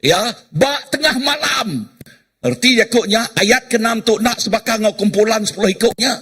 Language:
Iban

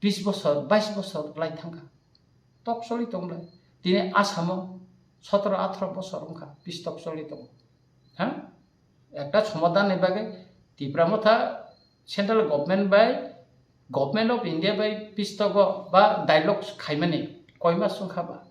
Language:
Kok Borok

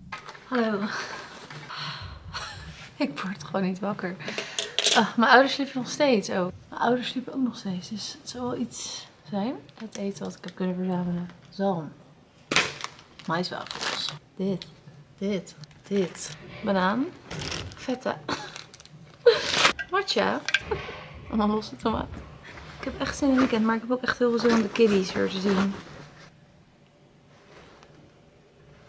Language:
Dutch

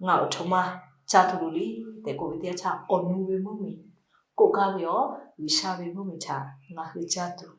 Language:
Lahu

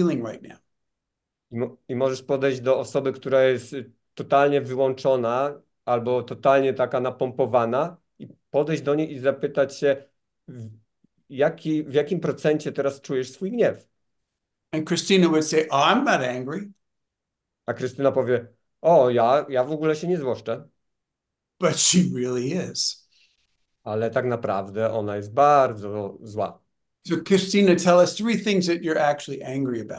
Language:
Polish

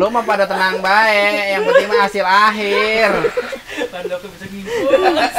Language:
Betawi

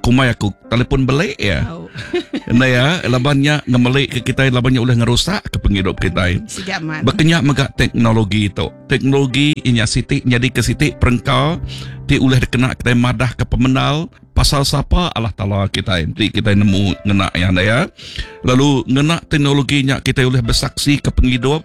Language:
Iban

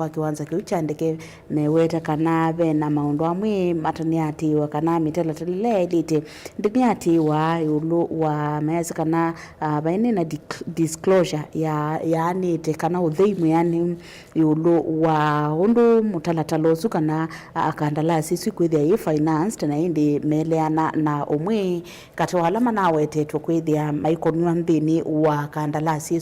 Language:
Kamba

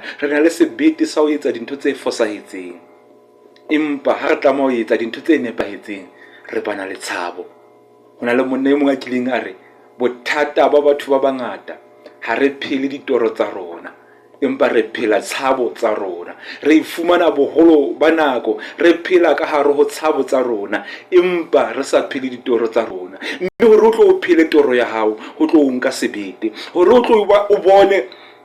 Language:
Southern Sotho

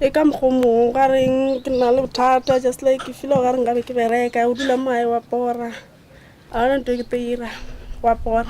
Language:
Tswana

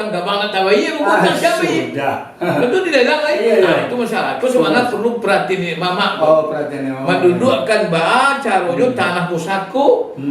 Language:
Minangkabau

